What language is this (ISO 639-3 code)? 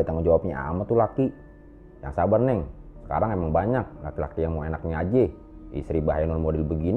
bew